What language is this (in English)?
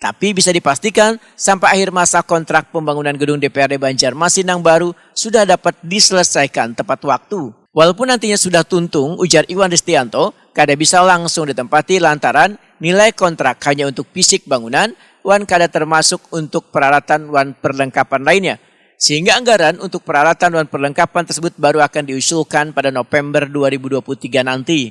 Banjar